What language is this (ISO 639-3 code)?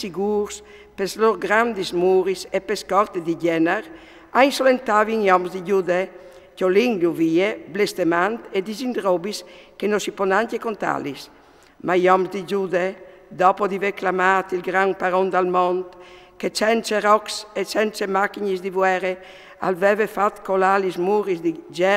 fur